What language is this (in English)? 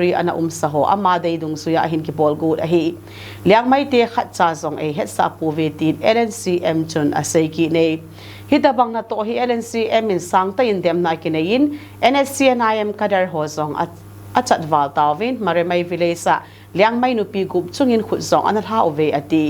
Thado Chin